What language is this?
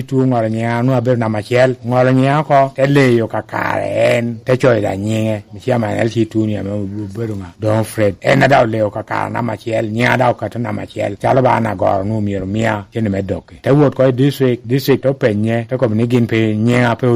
Lango (Uganda)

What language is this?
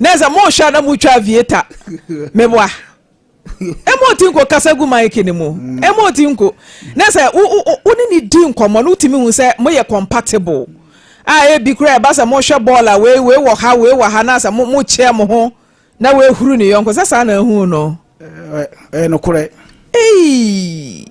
Akan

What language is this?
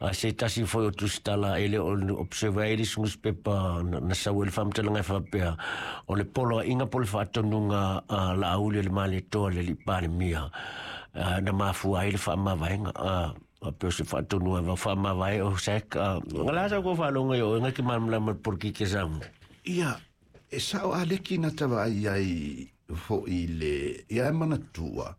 Samoan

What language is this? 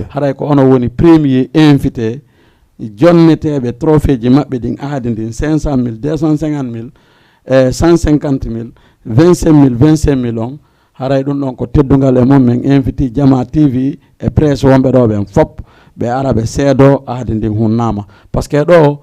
Fula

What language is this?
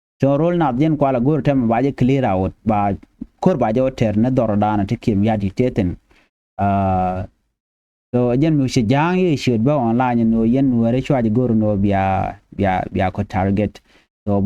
Nuer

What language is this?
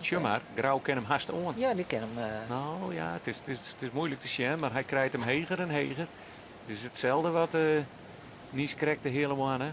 Western Frisian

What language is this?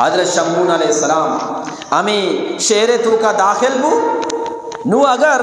Eastern Balochi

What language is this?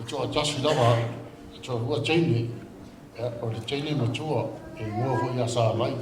Samoan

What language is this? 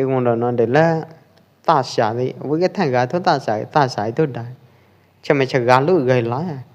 Pwo Eastern Karen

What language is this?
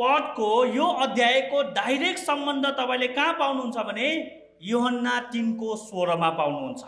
Nepali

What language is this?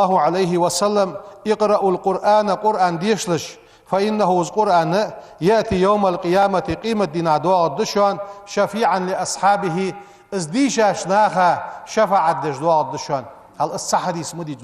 Ingush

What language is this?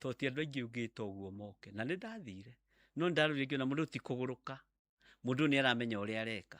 Kikuyu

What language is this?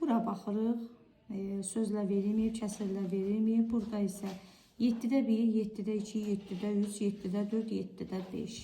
Azerbaijani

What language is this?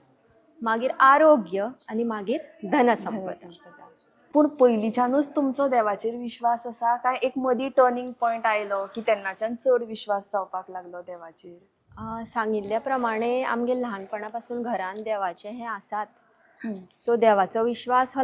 Konkani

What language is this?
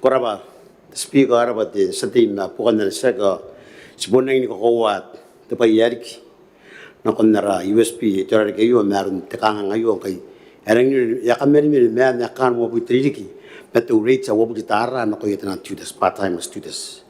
Gilbertese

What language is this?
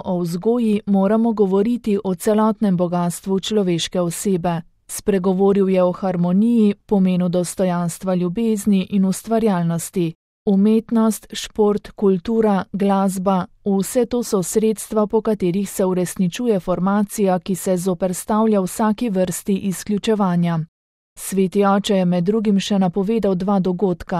Slovenian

